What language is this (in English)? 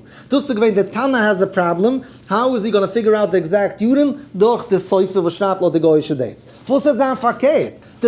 Yiddish